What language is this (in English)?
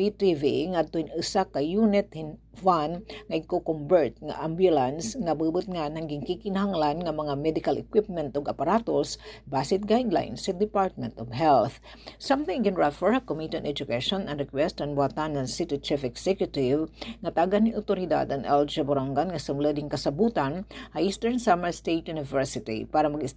Waray